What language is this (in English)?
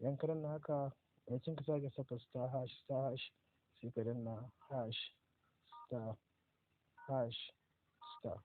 Hausa